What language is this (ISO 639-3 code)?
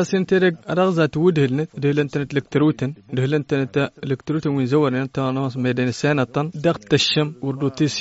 taq